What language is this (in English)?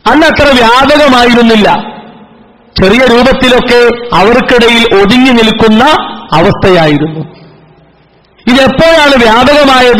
Malayalam